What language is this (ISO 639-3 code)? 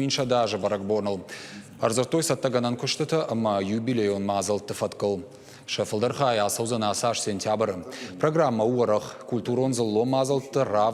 oss